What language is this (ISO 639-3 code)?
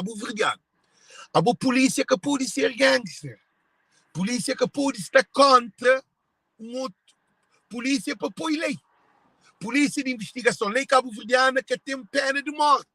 kea